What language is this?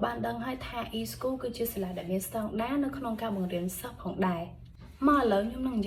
Khmer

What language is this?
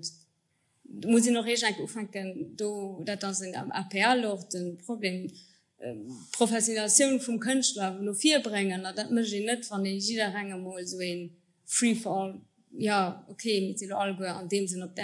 Luxembourgish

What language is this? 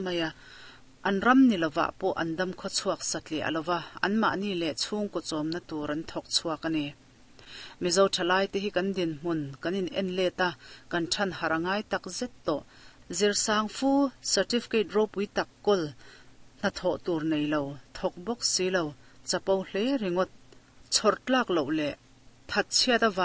Mizo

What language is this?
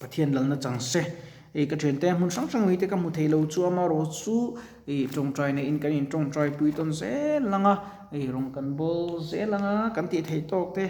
Mizo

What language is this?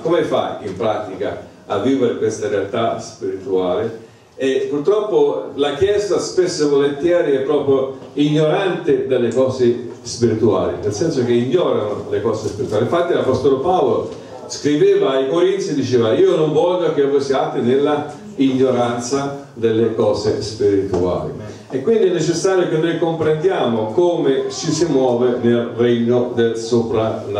Italian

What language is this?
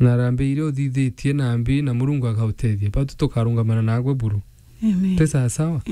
Meru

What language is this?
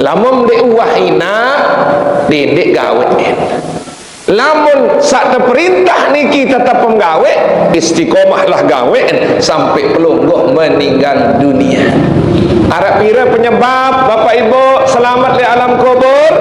Sasak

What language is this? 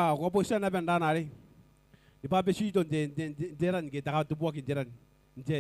Gilbertese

